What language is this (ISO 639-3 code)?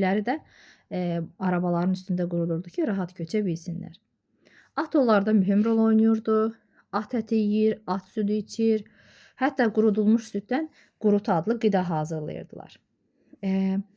aze